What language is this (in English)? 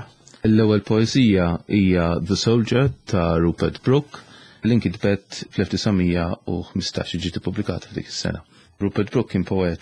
Maltese